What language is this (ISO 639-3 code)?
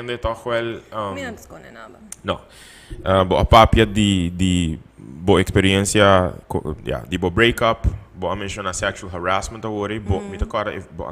pap